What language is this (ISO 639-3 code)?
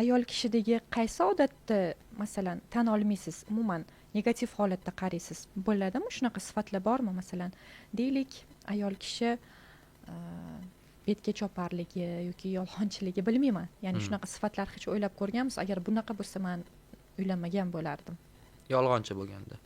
uzb